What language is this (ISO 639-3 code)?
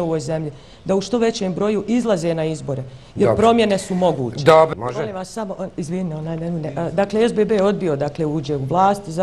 bos